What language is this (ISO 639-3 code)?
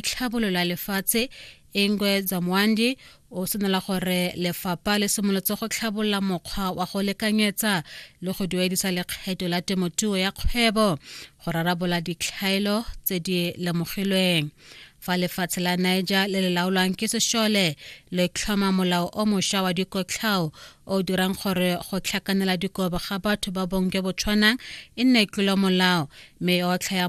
tsn